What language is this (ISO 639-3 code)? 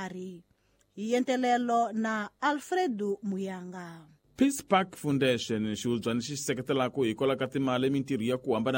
tso